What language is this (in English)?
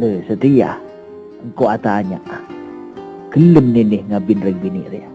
Madurese